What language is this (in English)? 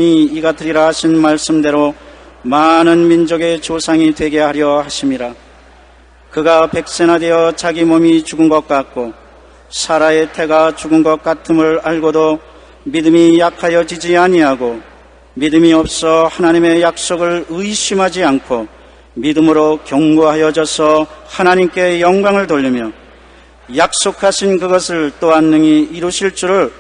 Korean